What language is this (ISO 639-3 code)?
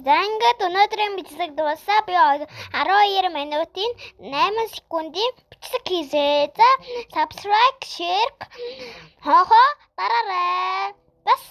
mon